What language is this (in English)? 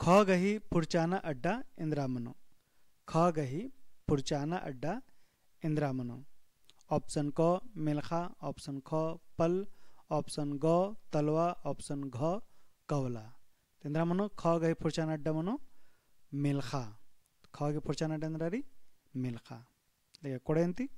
Kurukh